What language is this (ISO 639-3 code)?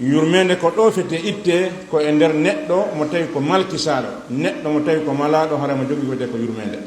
ful